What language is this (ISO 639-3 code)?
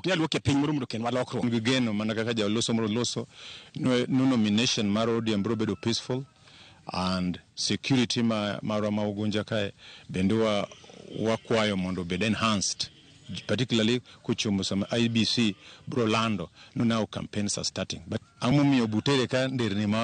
luo